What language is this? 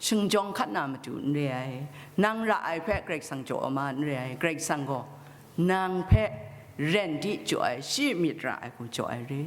Kachin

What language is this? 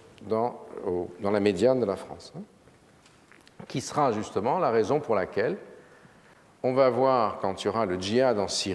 French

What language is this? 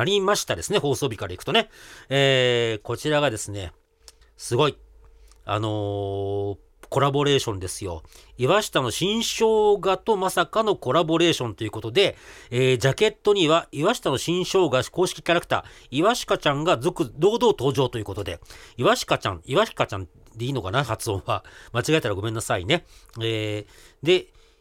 Japanese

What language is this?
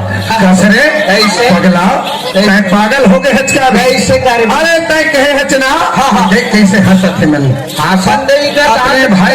Chhattisgarhi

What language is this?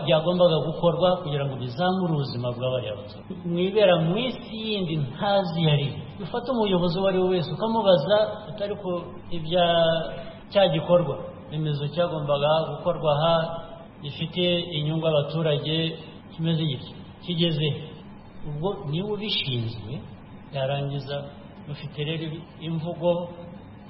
Kinyarwanda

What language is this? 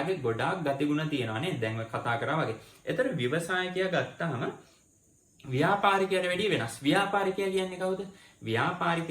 Sinhala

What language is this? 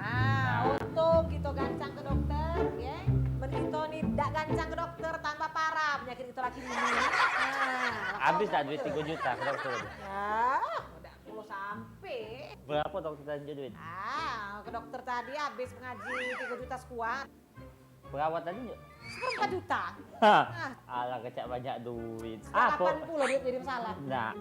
Musi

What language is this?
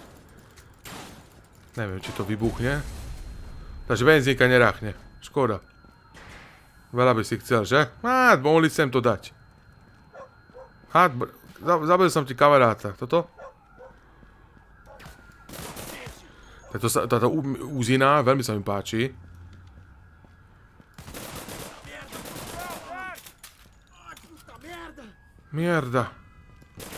Slovak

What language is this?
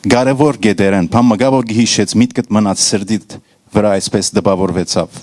Western Armenian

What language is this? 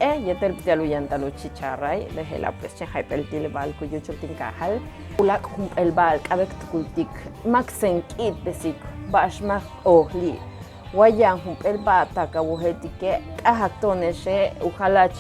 Yucateco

